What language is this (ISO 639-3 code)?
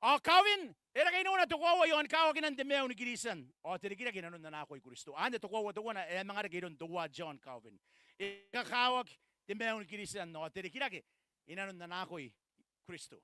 gil